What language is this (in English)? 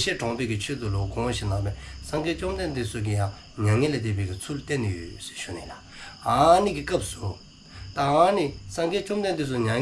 Dzongkha